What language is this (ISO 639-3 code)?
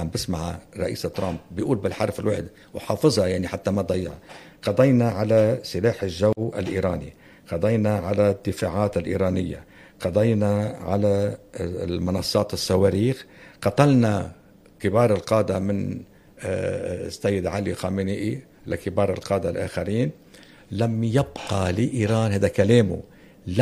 apc